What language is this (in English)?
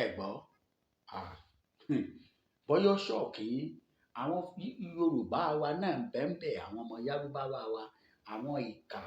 Yoruba